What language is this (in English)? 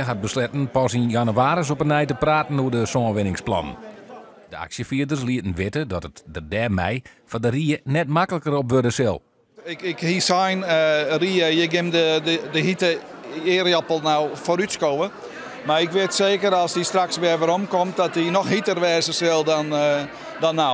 Western Frisian